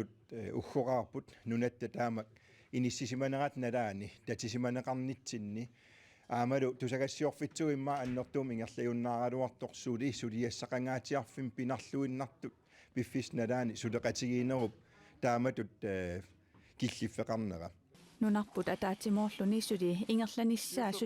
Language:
Kalaallisut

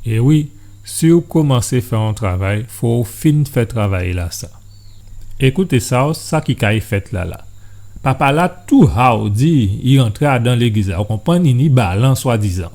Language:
Guadeloupean Creole French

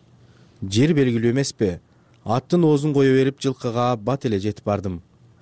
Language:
Kyrgyz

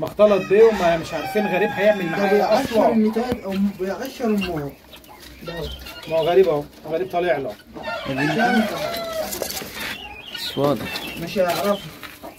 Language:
Egyptian Arabic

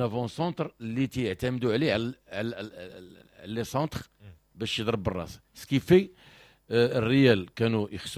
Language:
Moroccan Arabic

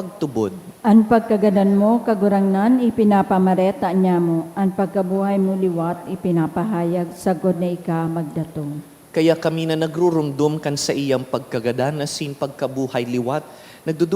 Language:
Bikol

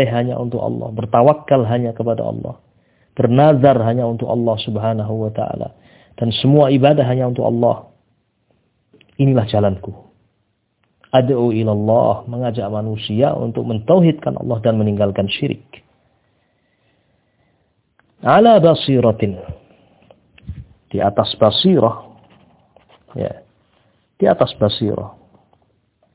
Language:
Indonesian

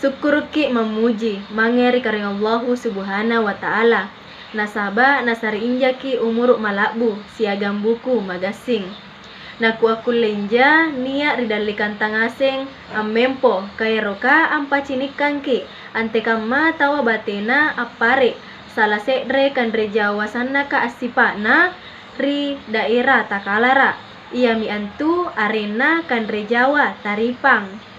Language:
Makasar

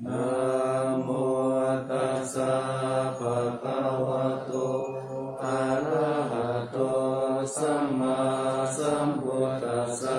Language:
Pali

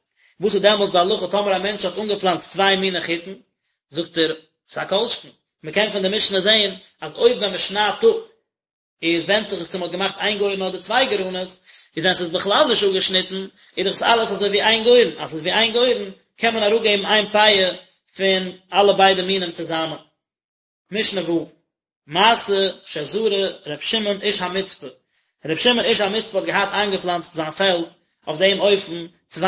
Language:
Yiddish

